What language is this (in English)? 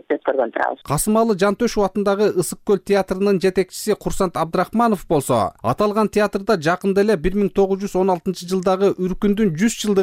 Kyrgyz